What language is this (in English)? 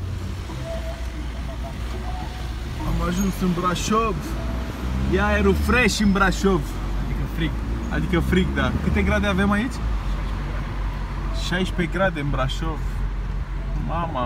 Romanian